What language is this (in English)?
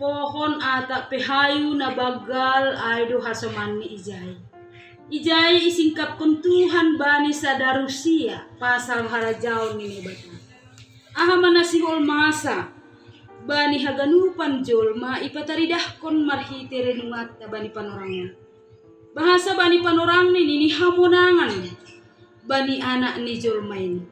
Batak Simalungun